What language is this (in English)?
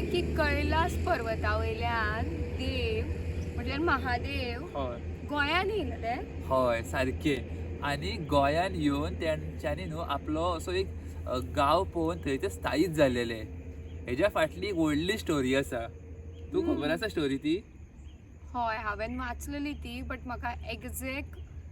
Konkani